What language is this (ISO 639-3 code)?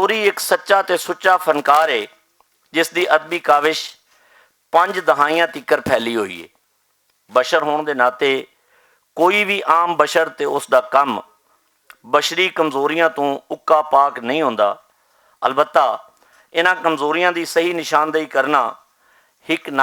lah